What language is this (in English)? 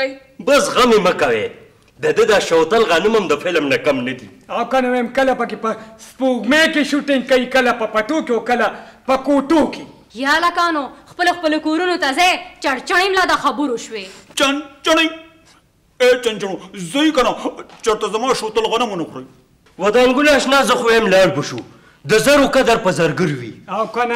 Pashto